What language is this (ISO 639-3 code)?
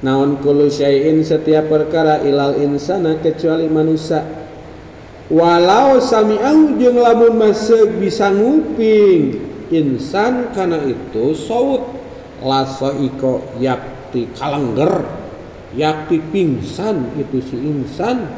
sun